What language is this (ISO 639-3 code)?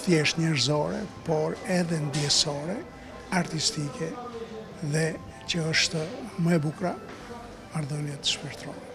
sqi